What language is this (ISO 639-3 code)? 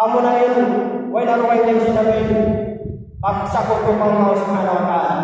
tsg